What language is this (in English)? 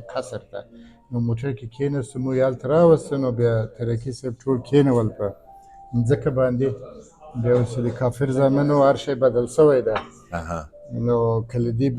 Pashto